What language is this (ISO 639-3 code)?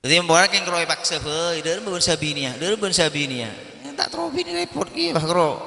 mad